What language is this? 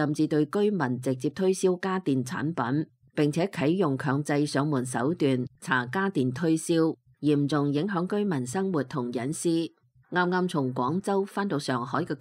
Cantonese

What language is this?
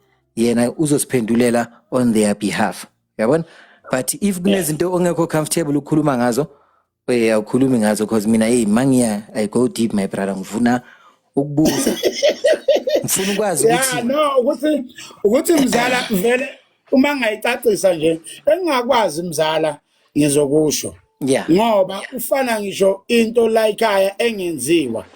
Zulu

